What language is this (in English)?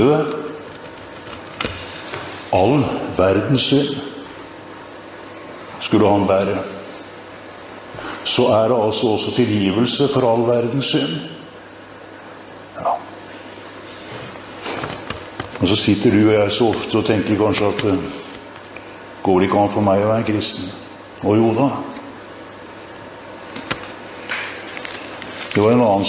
Norwegian